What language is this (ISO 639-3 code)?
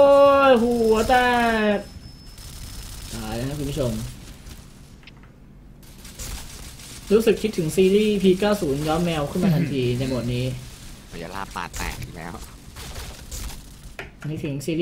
tha